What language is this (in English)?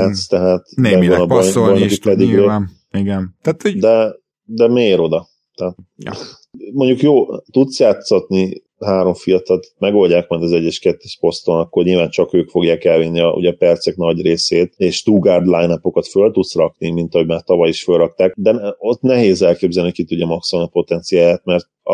Hungarian